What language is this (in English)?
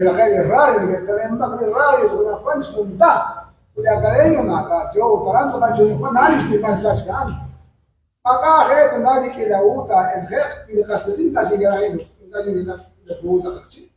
Kekchí